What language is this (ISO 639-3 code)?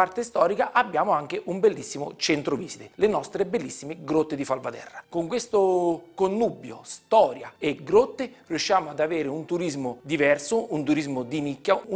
ita